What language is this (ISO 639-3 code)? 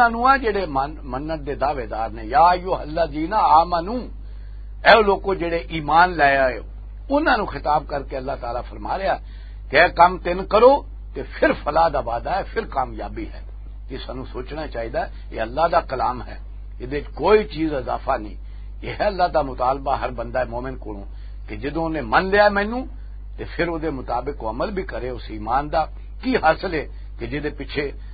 lah